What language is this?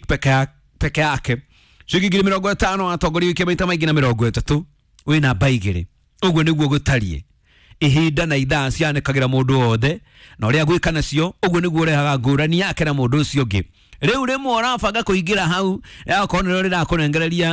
Kikuyu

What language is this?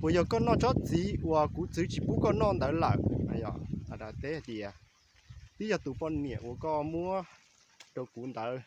Hmong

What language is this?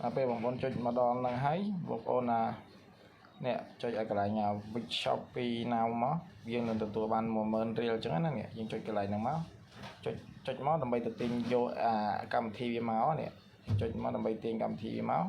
Khmer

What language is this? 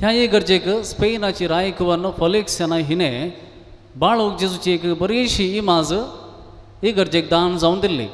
Konkani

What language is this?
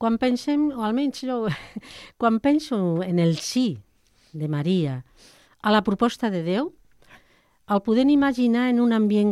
Catalan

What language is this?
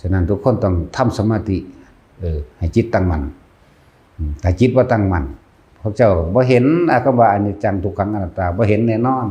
Northeastern Thai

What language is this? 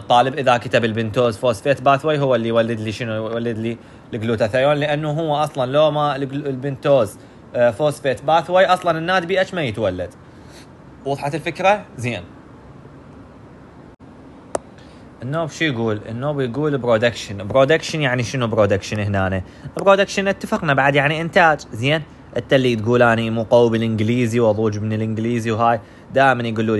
Mesopotamian Arabic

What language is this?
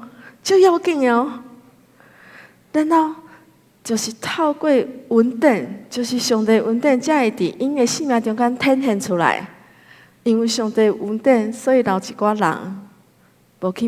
Min Nan Chinese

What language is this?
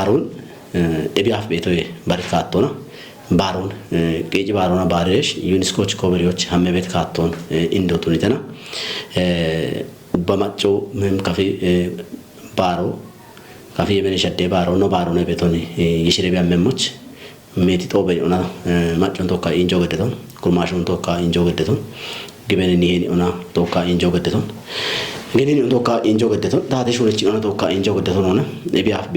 Kafa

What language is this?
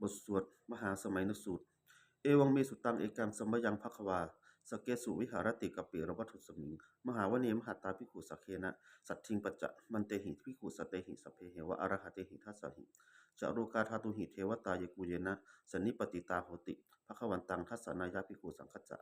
Pali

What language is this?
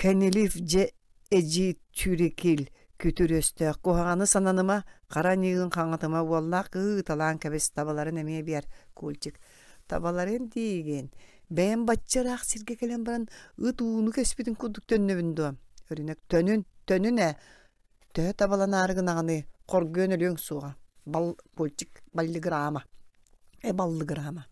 Yakut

